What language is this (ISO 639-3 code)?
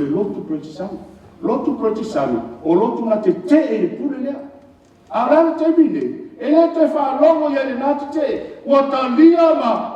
smo